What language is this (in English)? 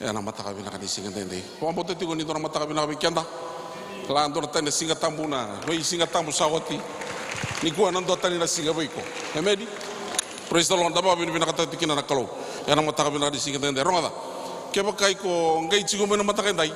Fijian